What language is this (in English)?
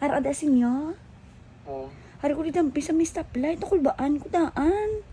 Hiligaynon